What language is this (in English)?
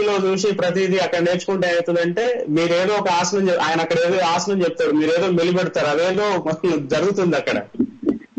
Telugu